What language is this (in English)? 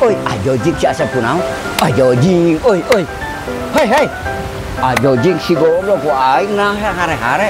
Sundanese